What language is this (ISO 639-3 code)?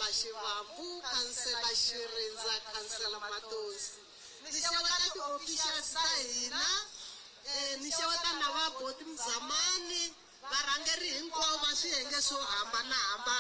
tso